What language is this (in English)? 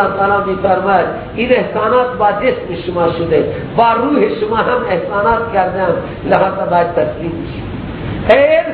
Persian